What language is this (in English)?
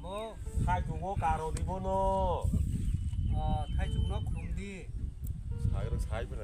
Kok Borok